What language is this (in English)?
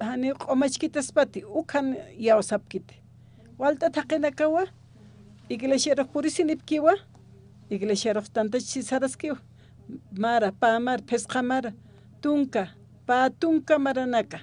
Aymara